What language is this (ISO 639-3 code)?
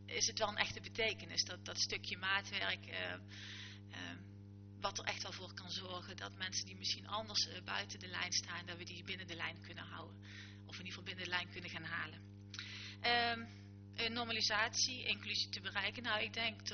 nld